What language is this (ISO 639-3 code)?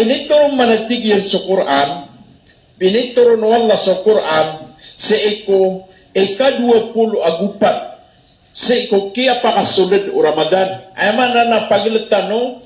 mrw